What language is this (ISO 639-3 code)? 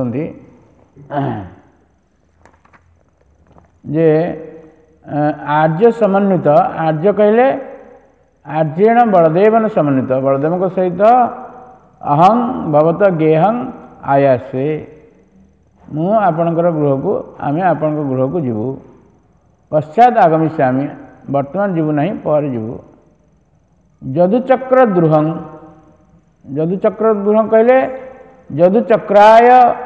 ori